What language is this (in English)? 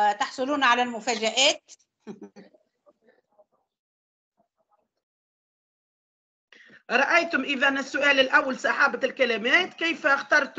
Arabic